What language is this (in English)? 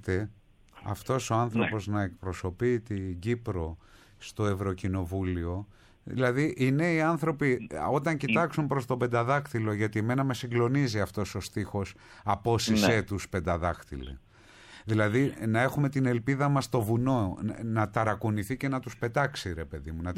Greek